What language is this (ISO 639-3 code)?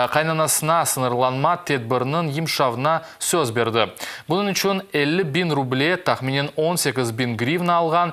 crh